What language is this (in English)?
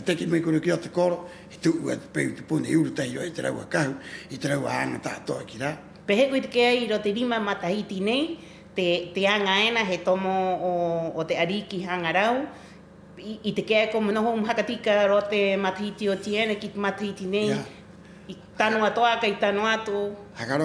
Rapanui